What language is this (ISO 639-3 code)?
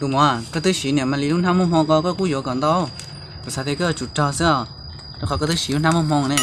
hmn